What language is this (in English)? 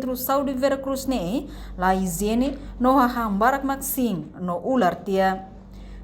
Tetum